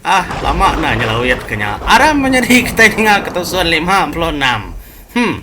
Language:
Iban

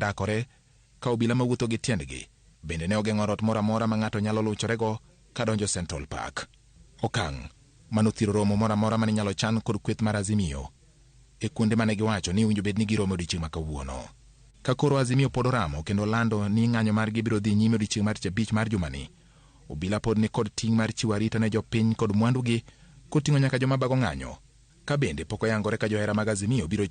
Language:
Luo (Kenya and Tanzania)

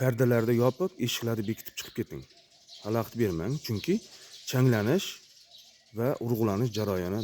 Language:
Uzbek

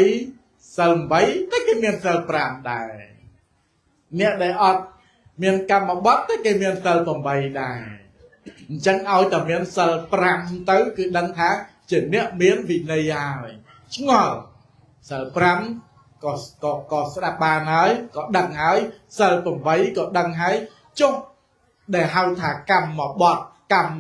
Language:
Khmer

